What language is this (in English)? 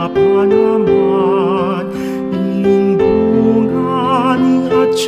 Pampanga